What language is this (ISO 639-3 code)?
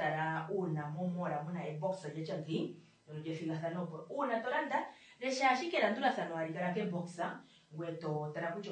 kua